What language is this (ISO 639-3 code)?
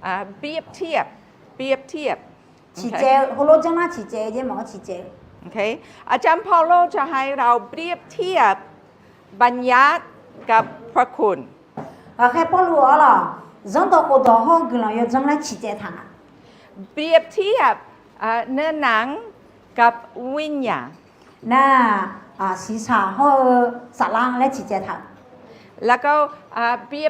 ahk